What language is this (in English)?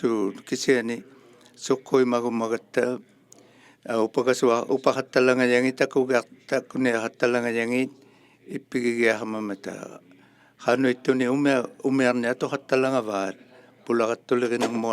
Inuktitut